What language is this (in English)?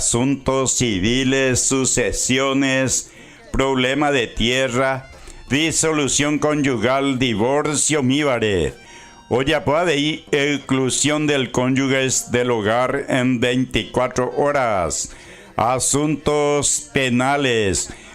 Guarani